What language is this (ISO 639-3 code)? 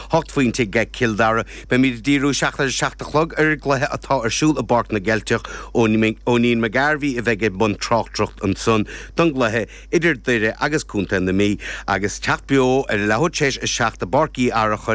gle